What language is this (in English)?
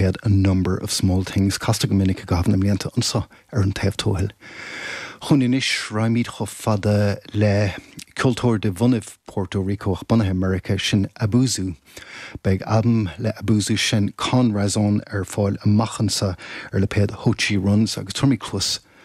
Irish